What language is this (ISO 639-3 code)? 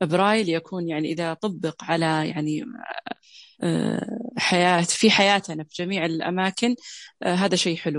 ars